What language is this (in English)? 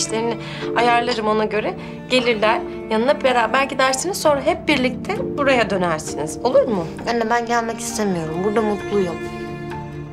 Turkish